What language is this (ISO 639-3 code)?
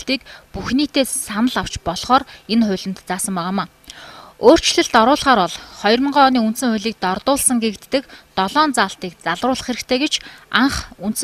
mon